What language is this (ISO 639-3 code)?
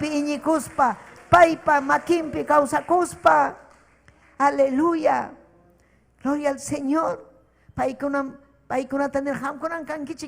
quy